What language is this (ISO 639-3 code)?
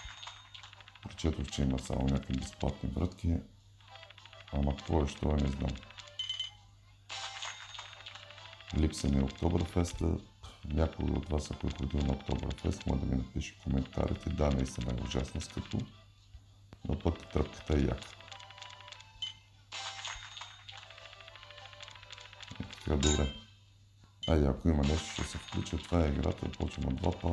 bul